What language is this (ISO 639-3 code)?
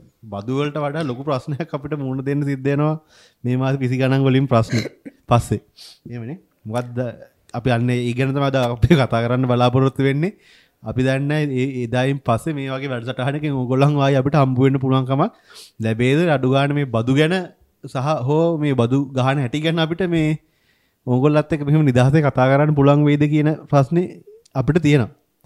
sin